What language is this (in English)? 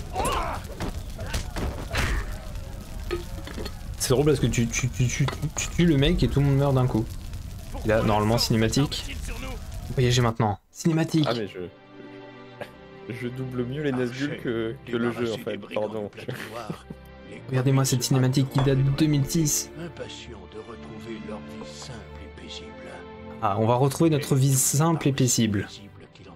French